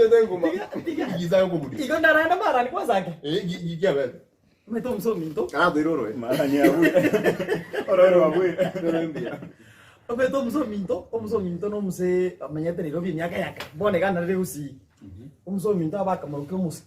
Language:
Gusii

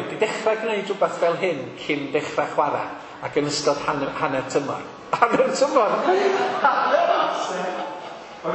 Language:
Welsh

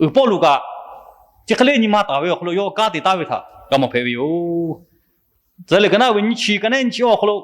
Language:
Lahu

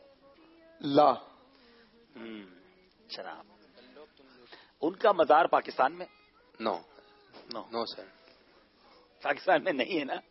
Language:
Urdu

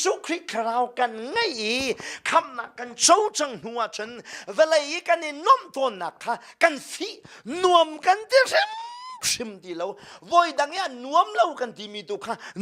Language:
Hakha Chin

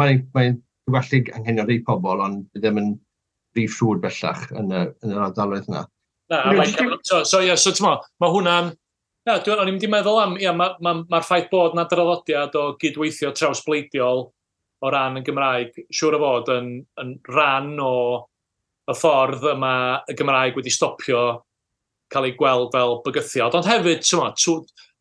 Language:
Welsh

